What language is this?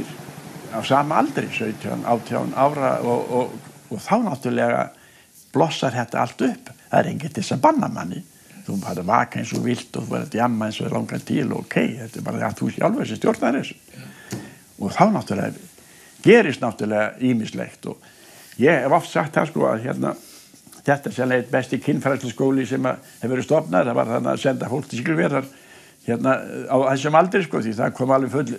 Icelandic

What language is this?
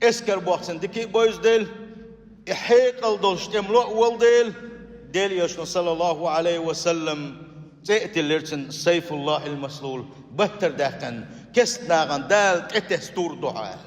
Chechen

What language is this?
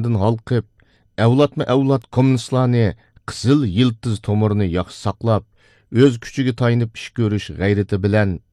Uyghur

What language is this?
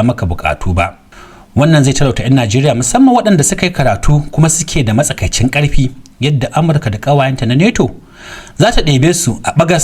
Hausa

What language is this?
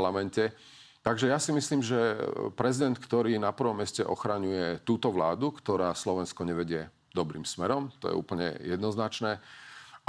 Slovak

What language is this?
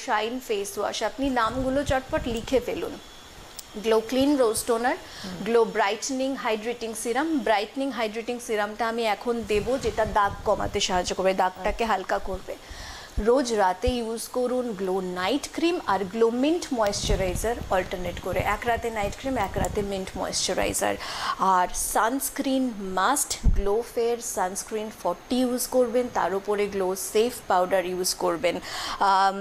Bangla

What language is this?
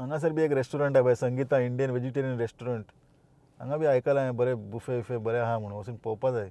Konkani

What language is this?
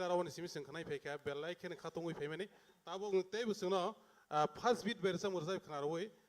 Kok Borok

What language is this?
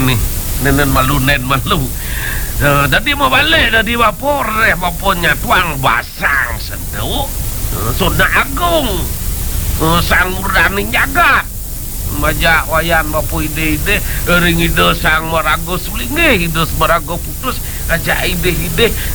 Balinese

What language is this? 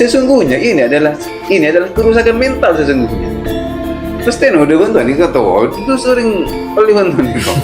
Madurese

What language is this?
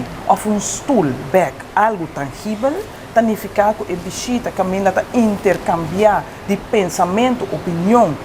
Papiamento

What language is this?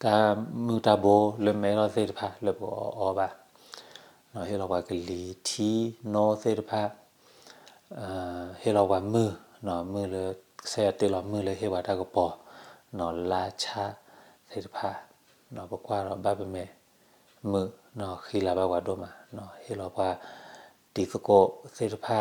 S'gaw Karen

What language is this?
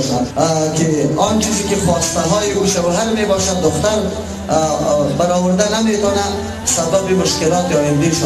Persian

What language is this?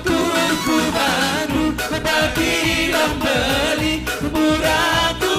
Batak Simalungun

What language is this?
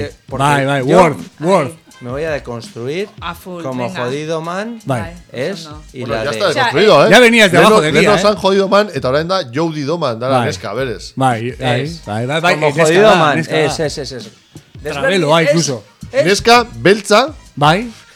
Basque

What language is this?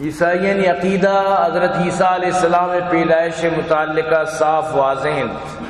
Baluchi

